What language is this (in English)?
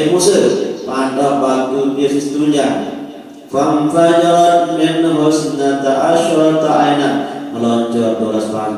Sasak